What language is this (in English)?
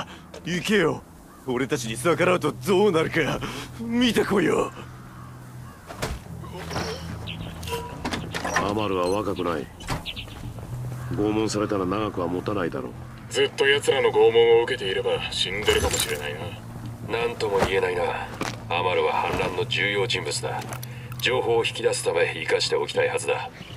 Japanese